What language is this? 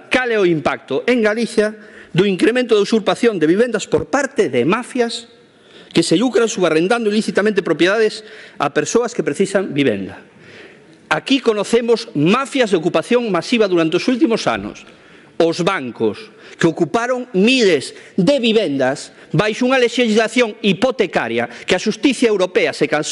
Galician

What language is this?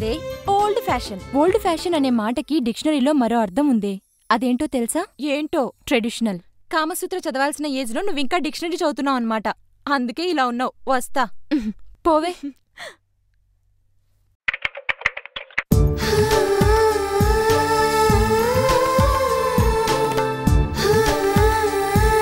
Telugu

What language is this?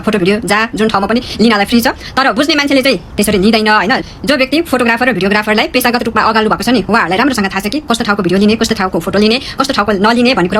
Nepali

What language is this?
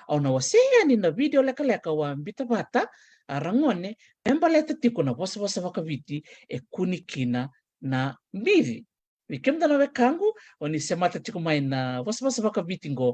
Fijian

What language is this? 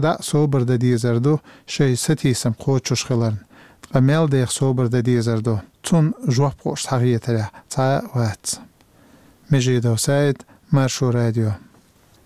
Chechen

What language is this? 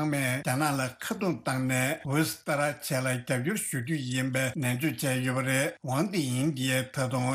Tibetan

